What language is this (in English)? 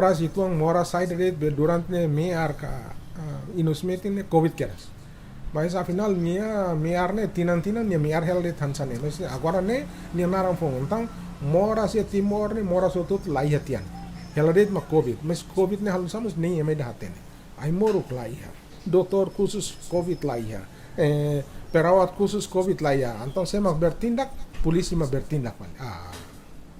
Tetum